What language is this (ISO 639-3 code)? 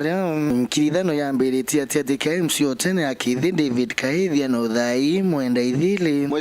mer